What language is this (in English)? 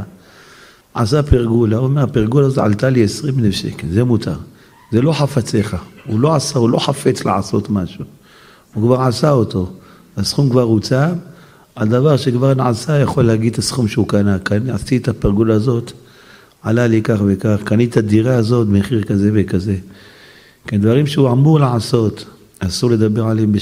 Hebrew